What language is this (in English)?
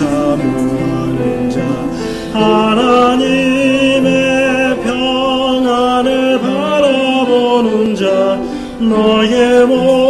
Korean